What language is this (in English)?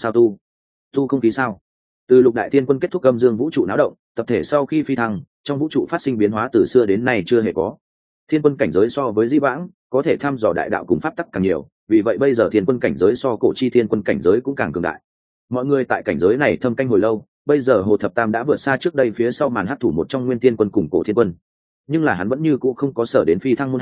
Vietnamese